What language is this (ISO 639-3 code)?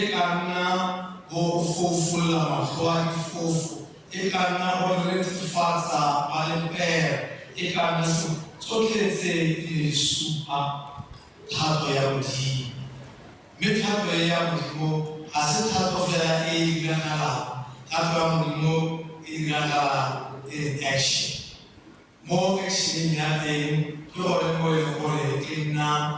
tsn